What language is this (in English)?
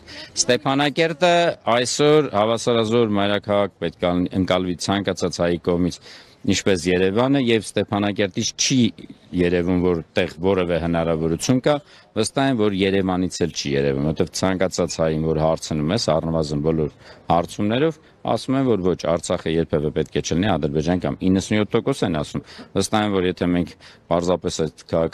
Armenian